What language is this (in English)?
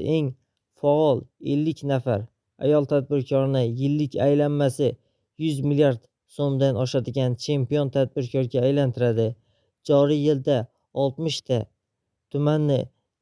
Uzbek